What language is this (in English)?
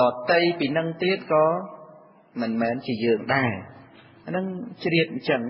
Khmer